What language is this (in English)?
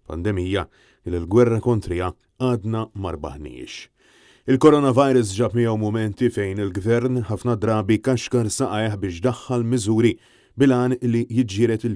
Maltese